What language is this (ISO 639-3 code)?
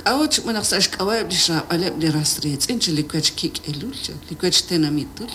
kek